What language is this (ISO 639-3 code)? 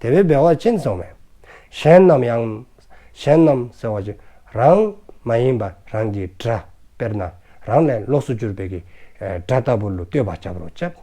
dzo